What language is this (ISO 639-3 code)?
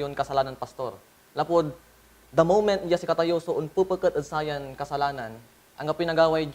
pag